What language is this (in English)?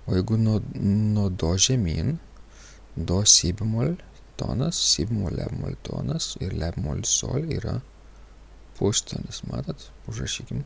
Lithuanian